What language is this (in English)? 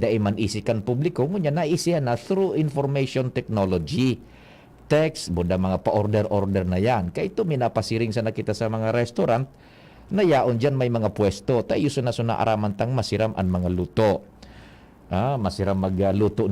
Bikol